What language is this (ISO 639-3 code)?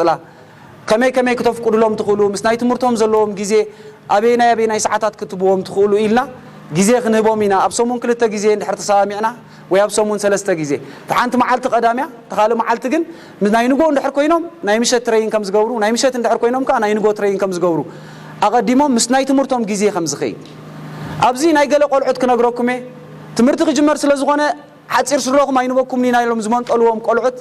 tir